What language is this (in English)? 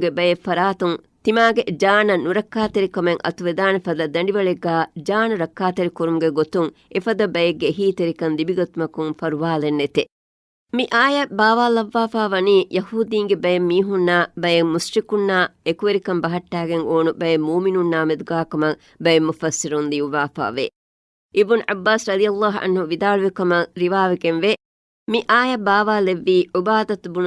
Divehi